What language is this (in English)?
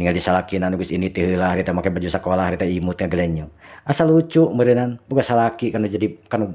Sundanese